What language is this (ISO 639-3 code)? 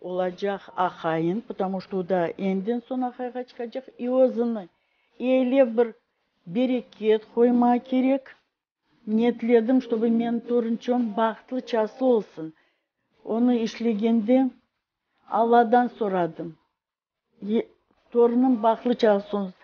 crh